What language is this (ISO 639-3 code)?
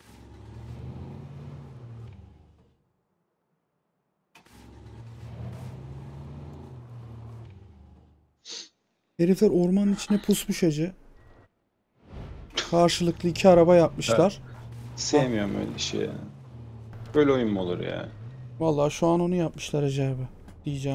tur